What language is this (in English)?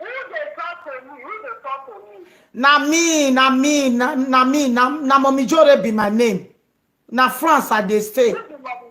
Nigerian Pidgin